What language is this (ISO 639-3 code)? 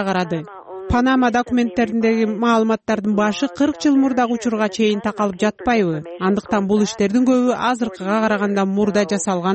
kir